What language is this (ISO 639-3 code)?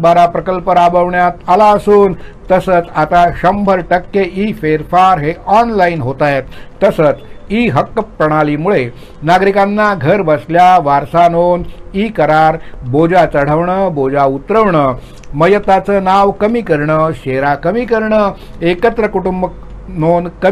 mar